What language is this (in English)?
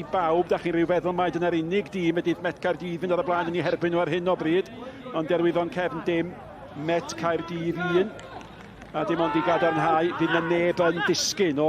Welsh